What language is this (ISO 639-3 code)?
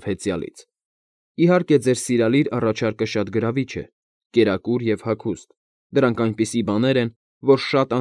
hye